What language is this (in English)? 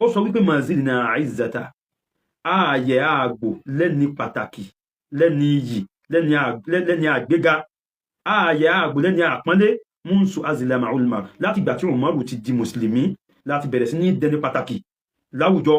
Yoruba